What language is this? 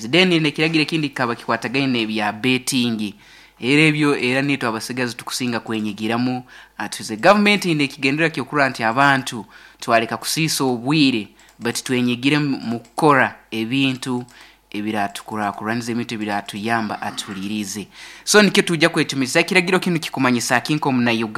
Nyankole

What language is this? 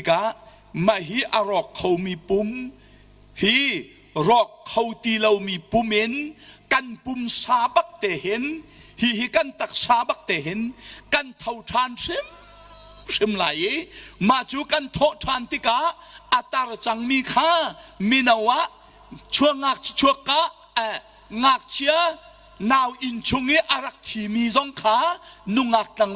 Hakha Chin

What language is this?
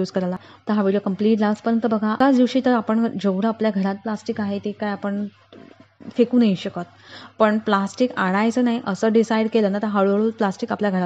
Marathi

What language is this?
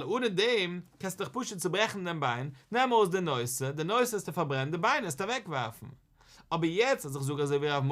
Yiddish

